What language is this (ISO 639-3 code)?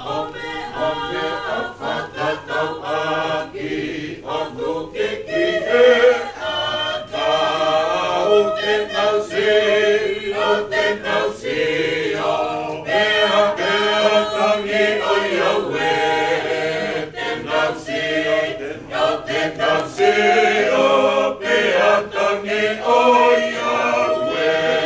ton